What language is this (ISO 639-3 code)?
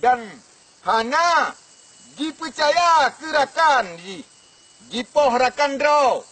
ace